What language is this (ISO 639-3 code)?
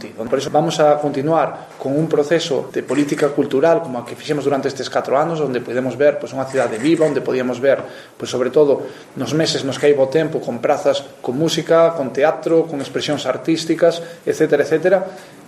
glg